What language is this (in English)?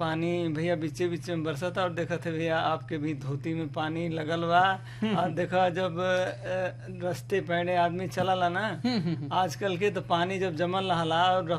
Bhojpuri